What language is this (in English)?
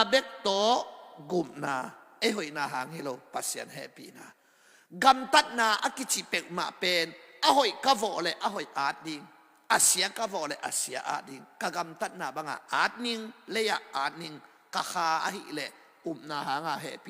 Tedim Chin